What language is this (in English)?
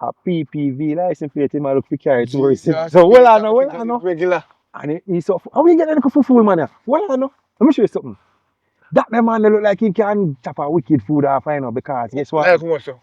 Jamaican Creole English